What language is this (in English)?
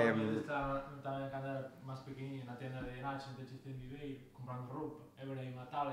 Galician